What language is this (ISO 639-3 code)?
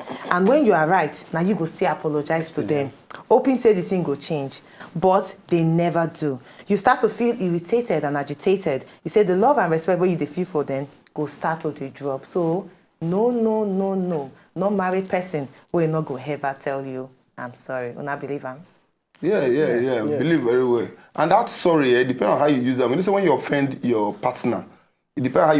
pcm